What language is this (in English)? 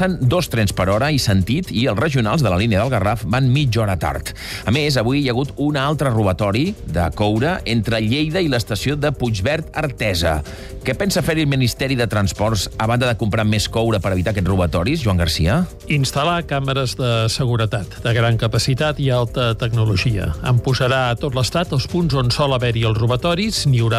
Catalan